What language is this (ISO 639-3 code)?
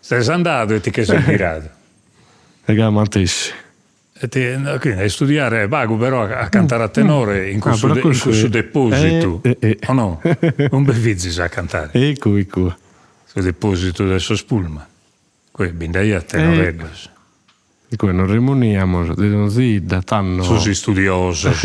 srd